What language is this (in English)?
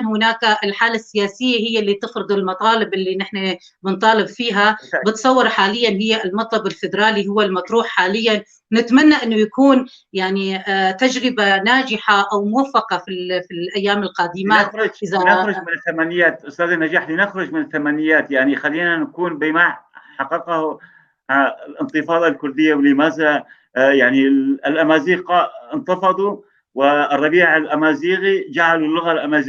North Levantine Arabic